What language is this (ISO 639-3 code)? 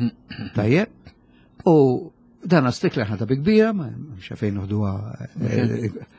mlt